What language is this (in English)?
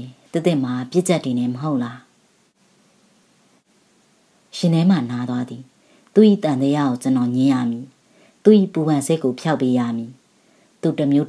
Burmese